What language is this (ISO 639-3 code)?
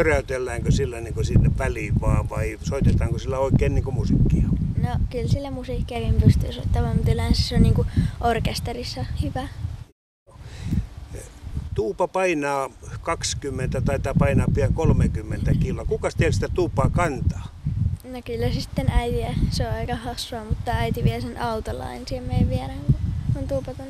fin